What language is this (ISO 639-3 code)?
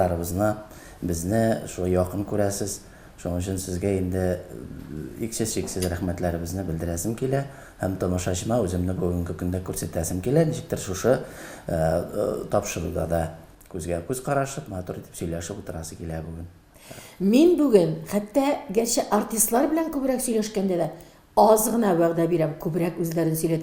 tat